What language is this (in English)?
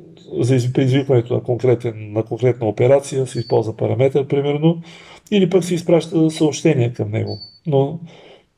Bulgarian